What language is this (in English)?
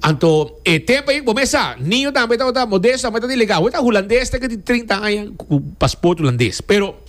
Papiamento